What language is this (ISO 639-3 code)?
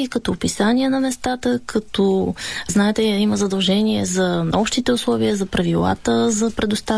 bul